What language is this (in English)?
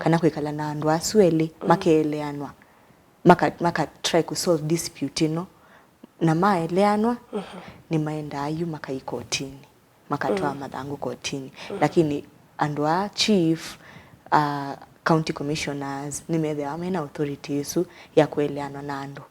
Kamba